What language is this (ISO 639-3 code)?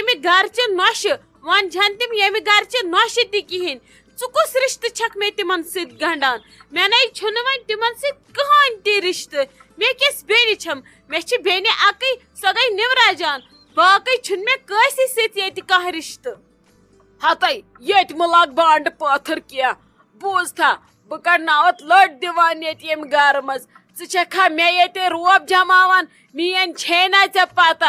kas